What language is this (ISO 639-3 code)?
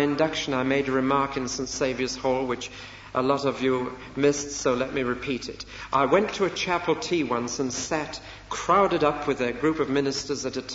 eng